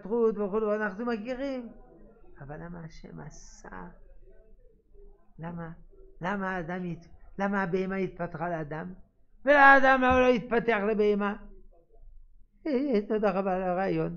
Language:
Hebrew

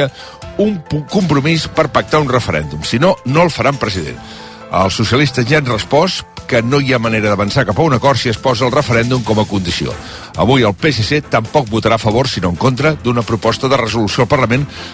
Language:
Catalan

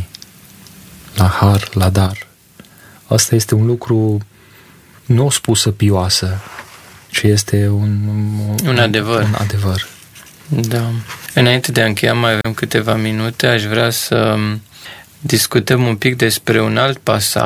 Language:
Romanian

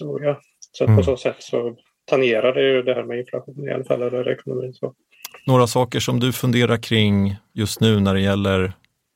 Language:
Swedish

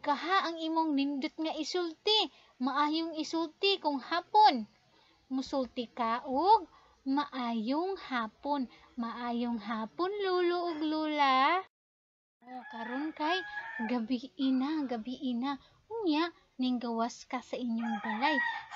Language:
Cebuano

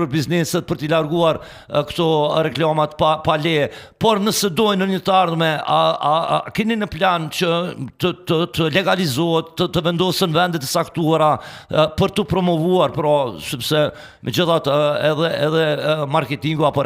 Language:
Albanian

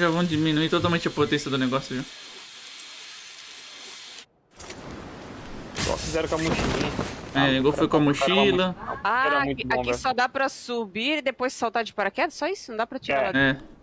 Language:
Portuguese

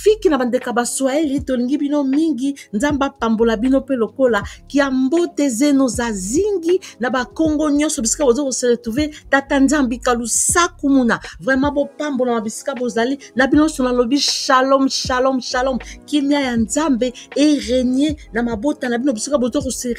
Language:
Lingala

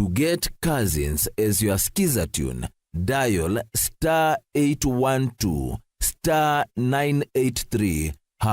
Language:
Meru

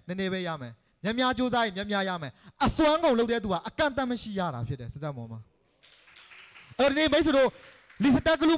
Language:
Burmese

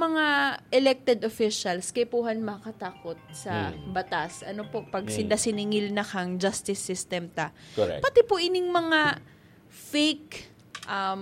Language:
Bikol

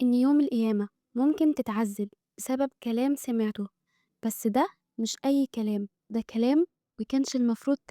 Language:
Egyptian Arabic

